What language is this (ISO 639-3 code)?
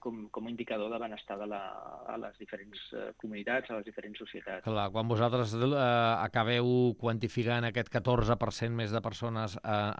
cat